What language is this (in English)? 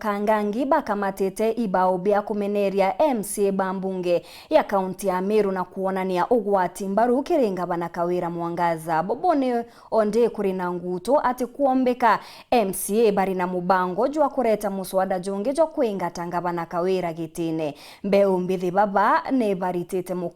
Meru